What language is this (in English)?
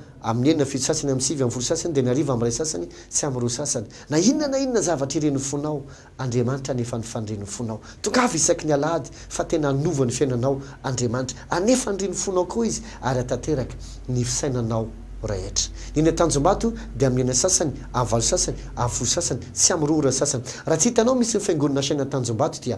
Malagasy